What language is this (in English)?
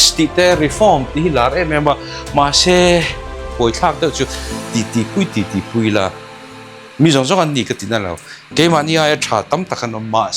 Mizo